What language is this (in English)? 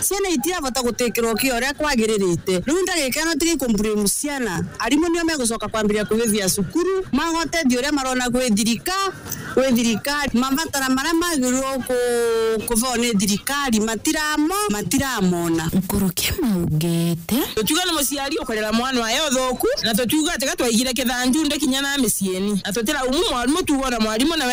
Meru